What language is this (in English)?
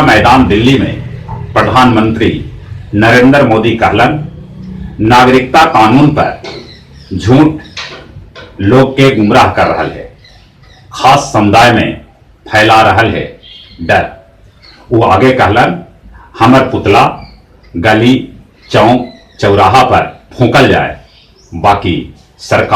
Magahi